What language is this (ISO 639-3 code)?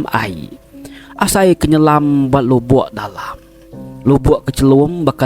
iba